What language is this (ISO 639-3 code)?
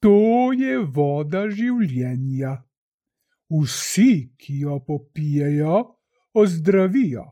slv